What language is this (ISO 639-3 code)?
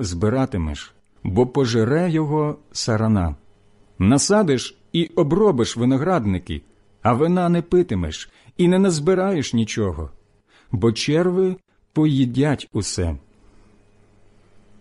ukr